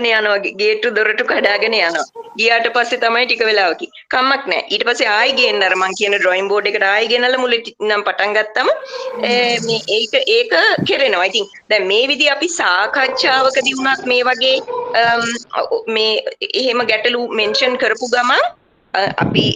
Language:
Sinhala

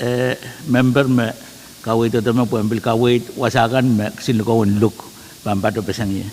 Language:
Pohnpeian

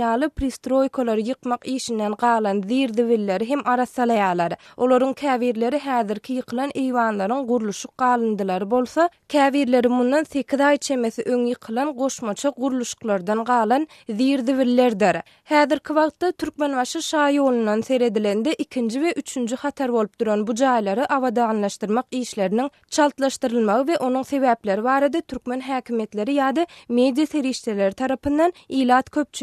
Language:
Turkmen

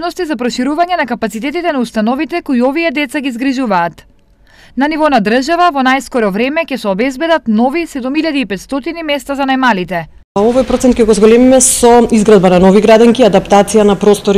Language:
Macedonian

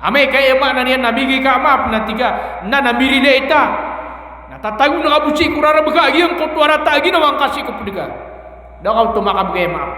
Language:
Maranao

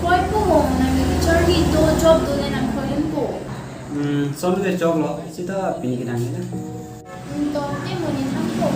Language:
Karbi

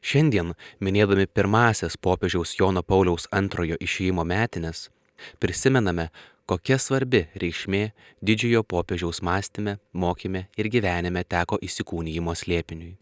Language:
Lithuanian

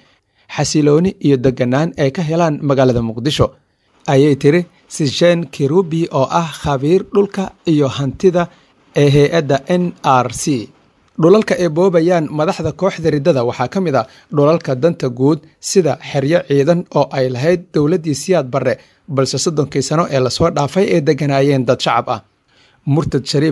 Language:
Somali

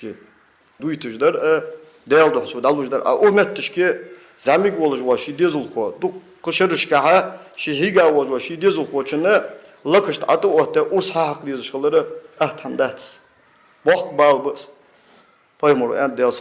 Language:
Ingush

